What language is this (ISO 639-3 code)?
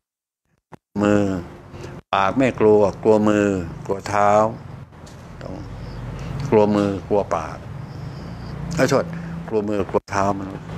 tha